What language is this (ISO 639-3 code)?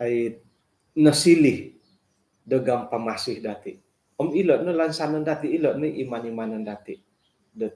dtp